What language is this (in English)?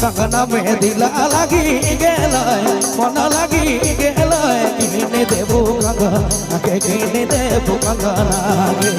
Sadri